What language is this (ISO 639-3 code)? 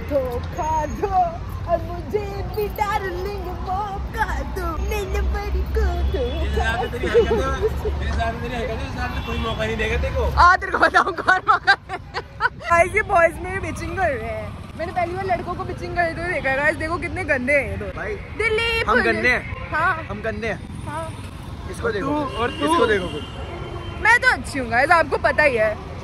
hin